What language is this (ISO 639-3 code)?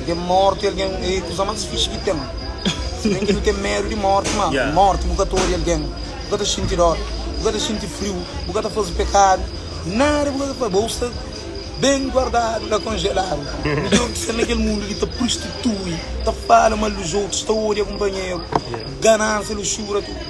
kea